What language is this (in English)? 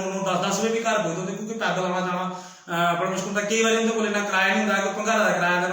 Dogri